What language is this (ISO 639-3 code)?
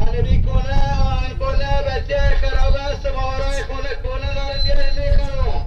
fas